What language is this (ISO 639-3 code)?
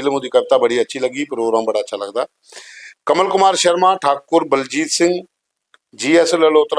doi